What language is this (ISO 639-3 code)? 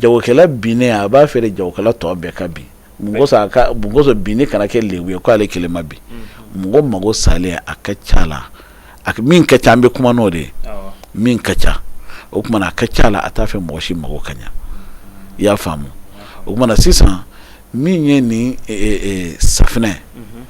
bam